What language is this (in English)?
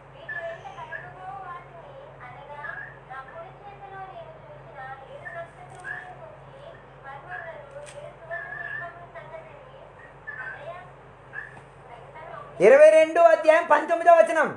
Telugu